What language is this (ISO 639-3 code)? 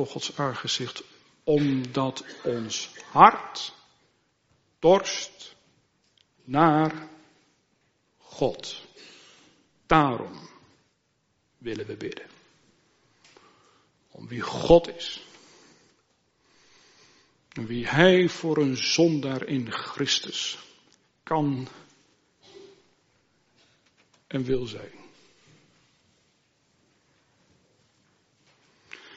nld